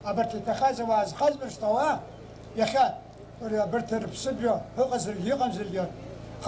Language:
Abkhazian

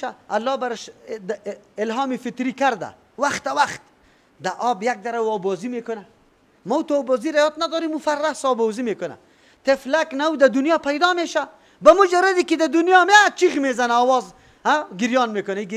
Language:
Persian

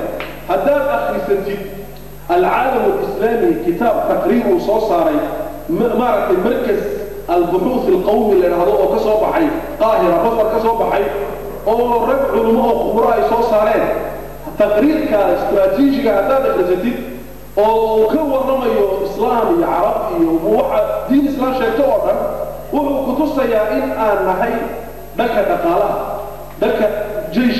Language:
Somali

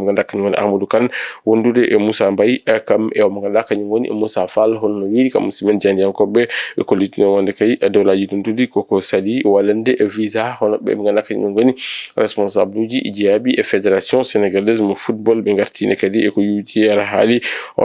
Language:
Fula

